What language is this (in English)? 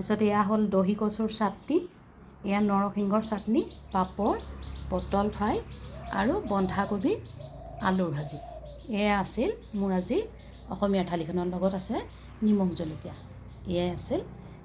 Assamese